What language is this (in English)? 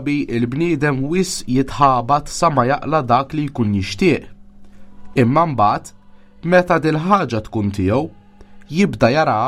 Maltese